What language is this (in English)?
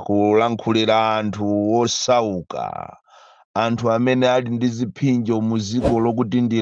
Nyanja